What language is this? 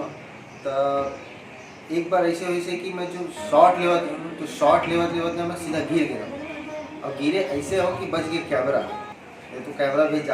Chhattisgarhi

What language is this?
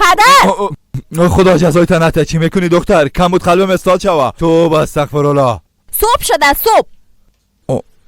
Persian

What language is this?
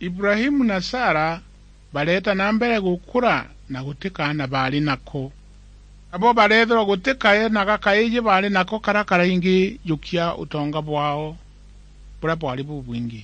Meru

